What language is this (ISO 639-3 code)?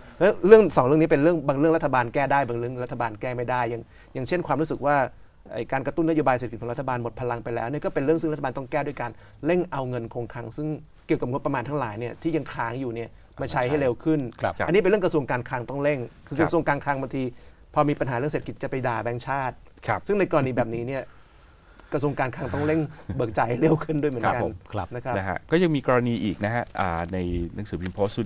tha